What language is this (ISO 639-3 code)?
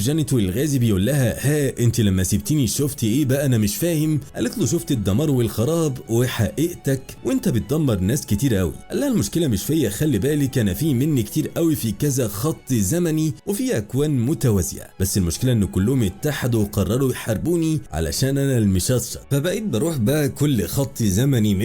arz